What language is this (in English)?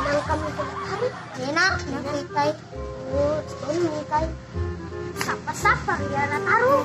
Buginese